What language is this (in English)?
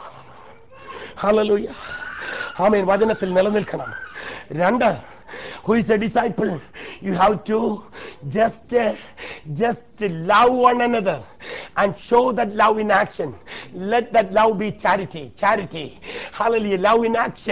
Malayalam